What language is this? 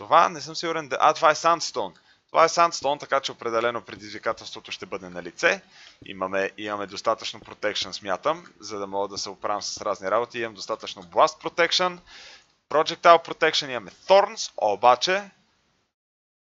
Bulgarian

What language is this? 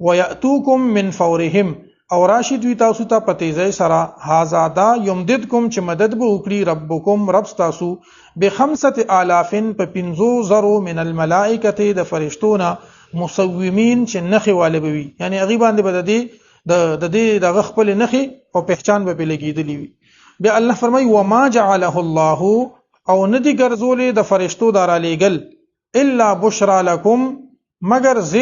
Pashto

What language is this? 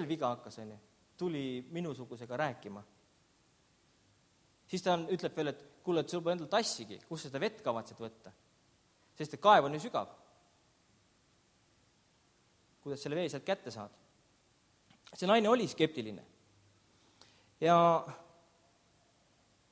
Estonian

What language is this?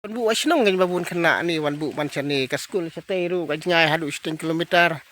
Khasi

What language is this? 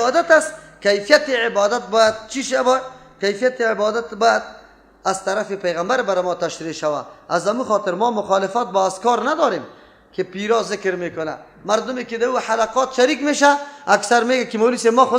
Persian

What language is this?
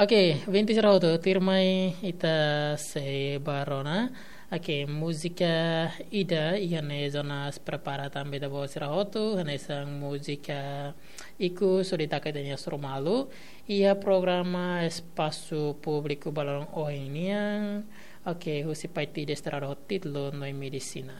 Tetum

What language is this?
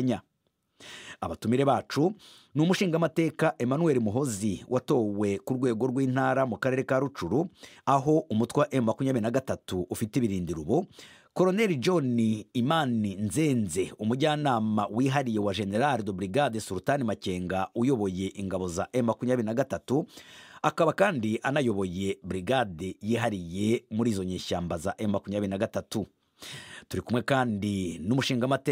Kinyarwanda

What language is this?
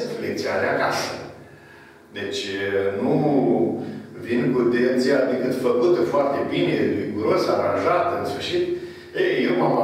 Romanian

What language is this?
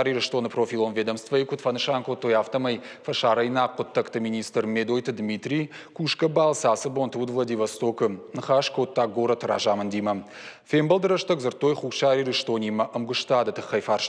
Ossetic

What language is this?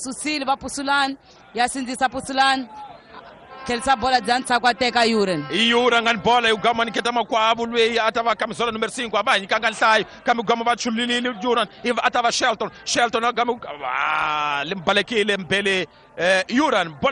Tsonga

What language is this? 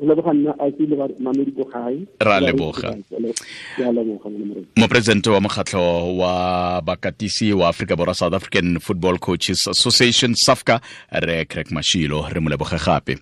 Tswana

